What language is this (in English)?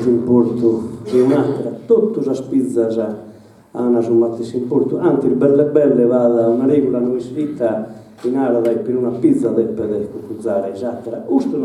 Sardinian